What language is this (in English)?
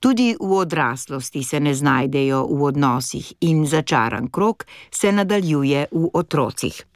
Slovenian